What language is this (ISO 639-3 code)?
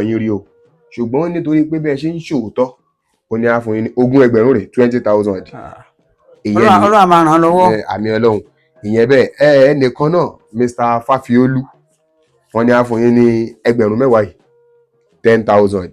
yor